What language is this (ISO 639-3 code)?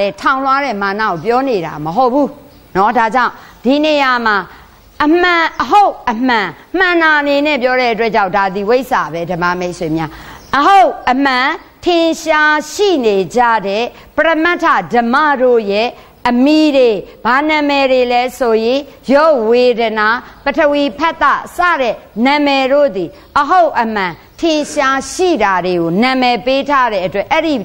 mya